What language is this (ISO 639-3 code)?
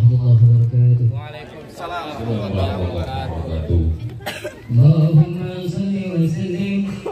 bew